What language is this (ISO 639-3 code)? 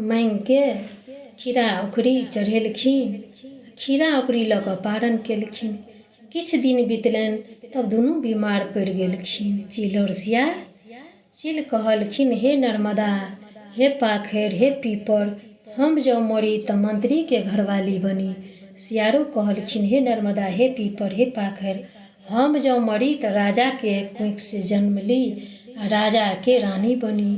mai